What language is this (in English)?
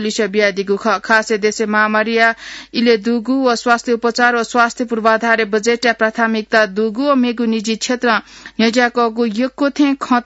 Newari